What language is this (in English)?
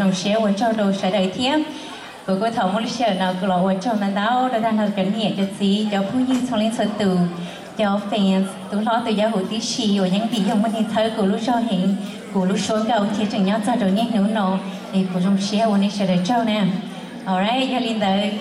Hmong